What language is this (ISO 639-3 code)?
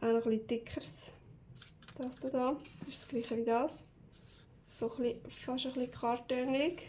gsw